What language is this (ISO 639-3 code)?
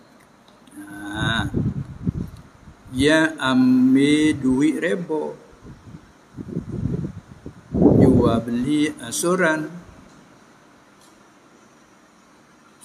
msa